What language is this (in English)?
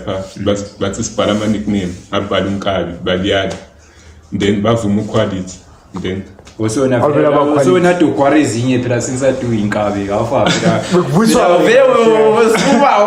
Zulu